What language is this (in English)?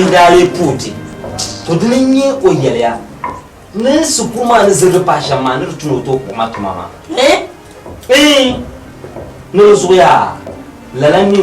Dagbani